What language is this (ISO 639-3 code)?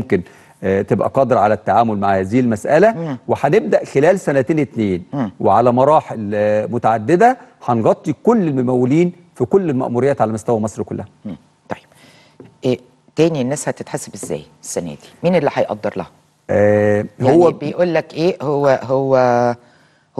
arz